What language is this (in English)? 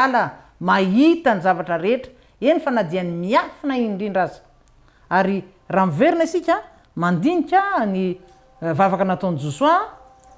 Malagasy